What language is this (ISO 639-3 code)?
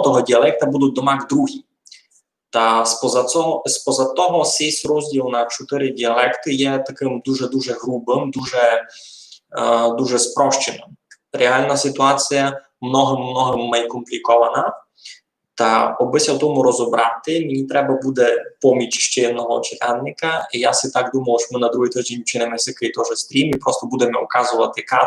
rue